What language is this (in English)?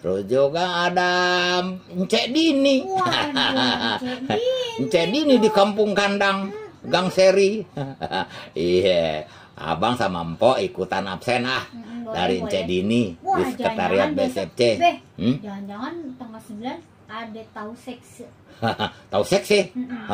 Betawi